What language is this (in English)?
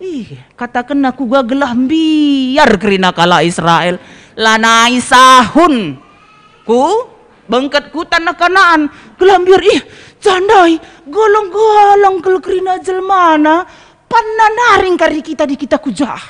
Batak Karo